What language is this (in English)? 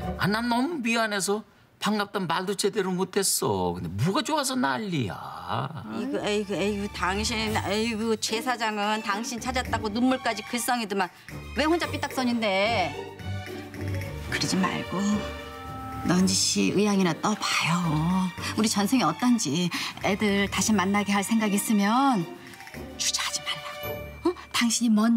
Korean